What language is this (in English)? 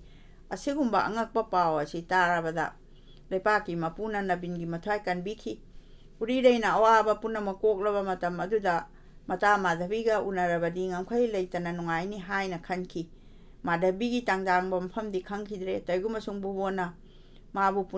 Manipuri